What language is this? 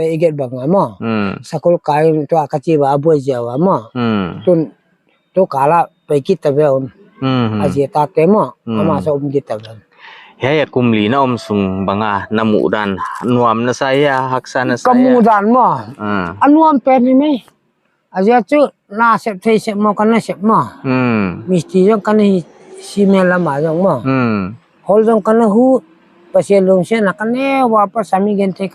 Paite Chin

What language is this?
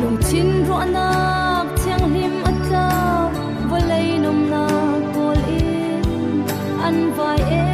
Falam Chin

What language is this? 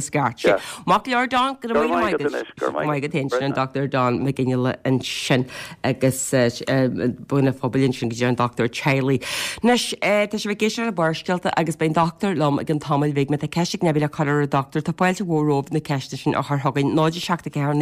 Irish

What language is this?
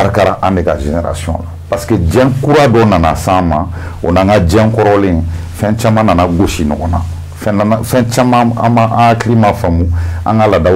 Bambara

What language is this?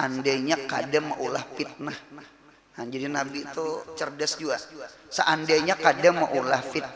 Banjar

